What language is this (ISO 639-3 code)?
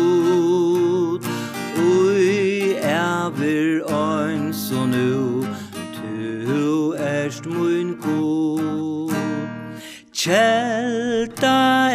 fao